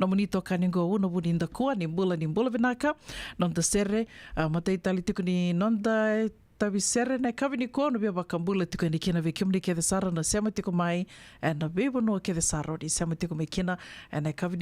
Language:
Fijian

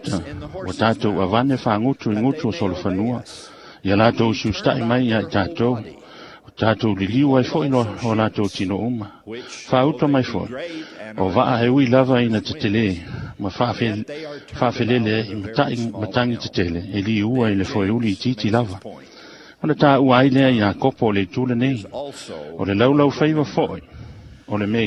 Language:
Samoan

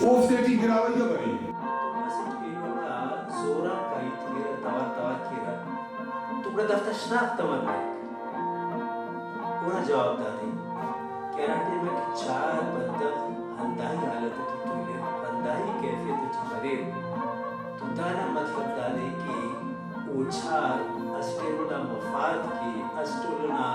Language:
Brahui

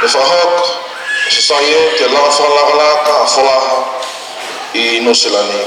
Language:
Tongan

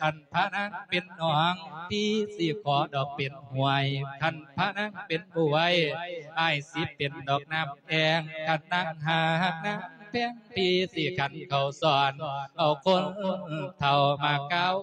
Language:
Lao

